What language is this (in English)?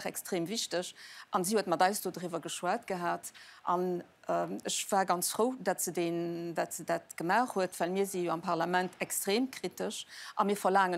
Luxembourgish